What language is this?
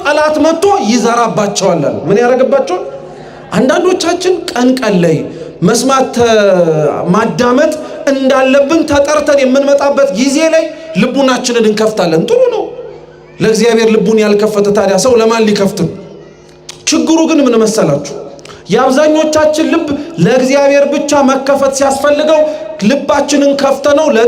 Amharic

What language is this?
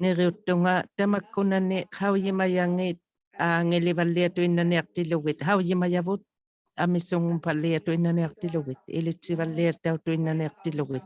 Inuktitut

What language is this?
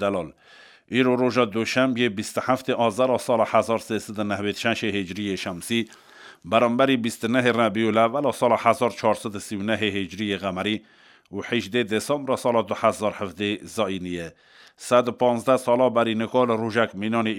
Kurdish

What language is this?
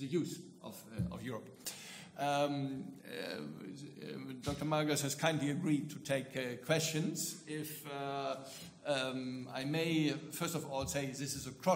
English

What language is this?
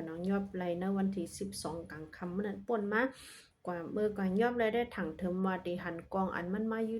Shan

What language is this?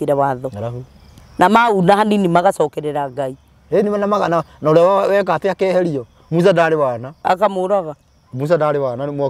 Kikuyu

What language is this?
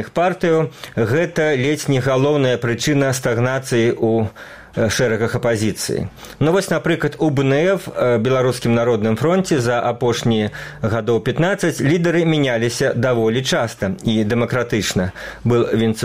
Belarusian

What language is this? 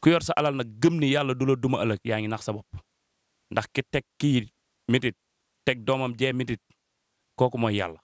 Wolof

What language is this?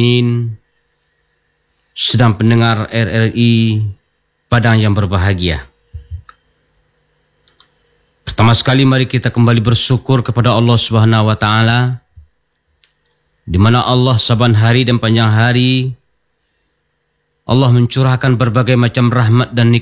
Indonesian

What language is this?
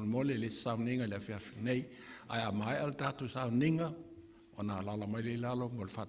Samoan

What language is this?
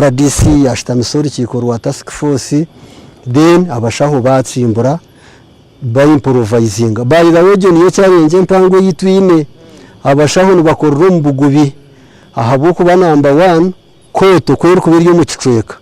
Nyankole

